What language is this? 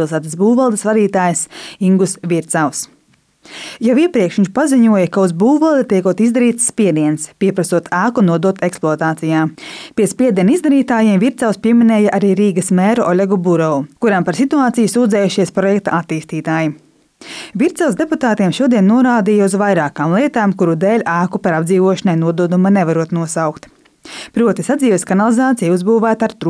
Latvian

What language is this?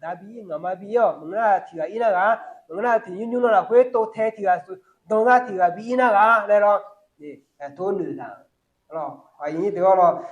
Akha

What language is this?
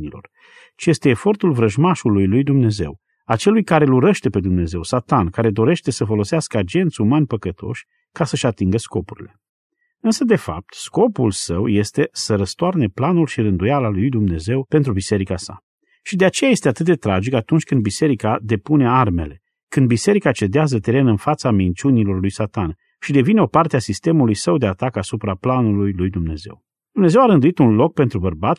Romanian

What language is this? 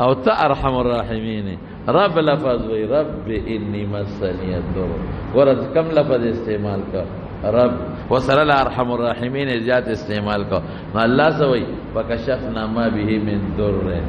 Pashto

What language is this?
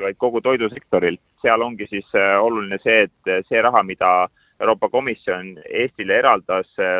Estonian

